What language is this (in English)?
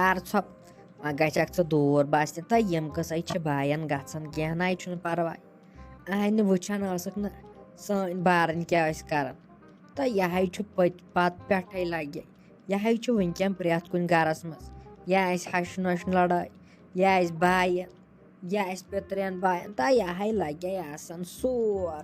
Kashmiri